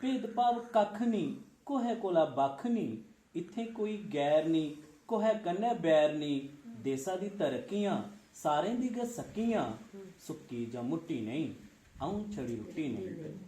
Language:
Dogri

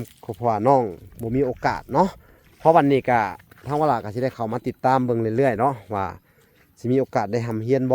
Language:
Lao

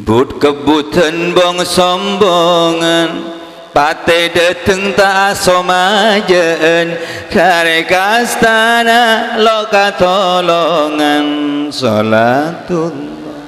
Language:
Madurese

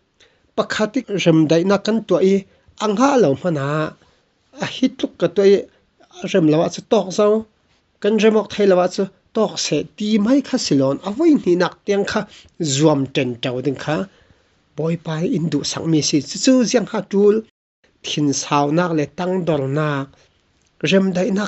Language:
Falam Chin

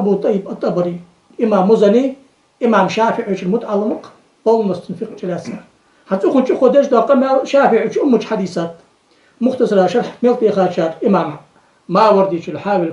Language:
Ingush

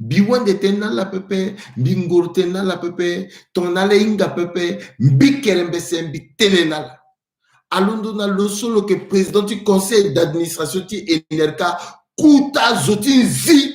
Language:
Sango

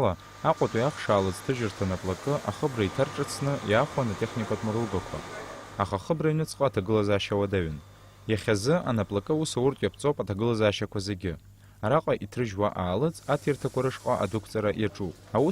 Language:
Abkhazian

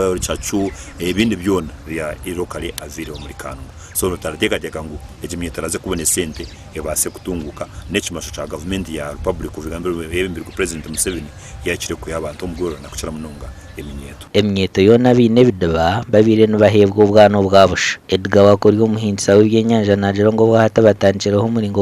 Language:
Nyankole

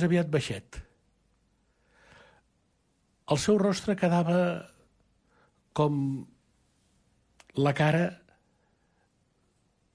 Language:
Catalan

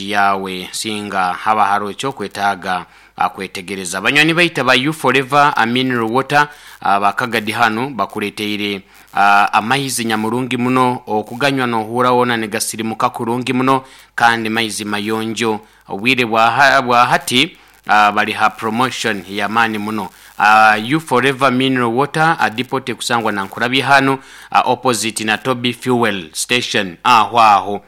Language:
Nyoro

